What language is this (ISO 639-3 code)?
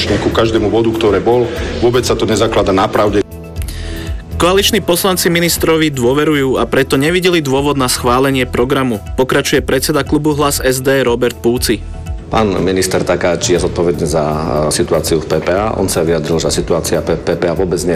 slk